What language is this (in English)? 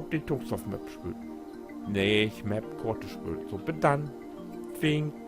Low German